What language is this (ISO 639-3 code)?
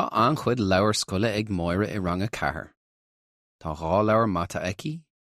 gle